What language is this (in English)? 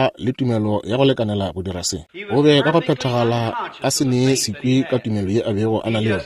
Northern Sotho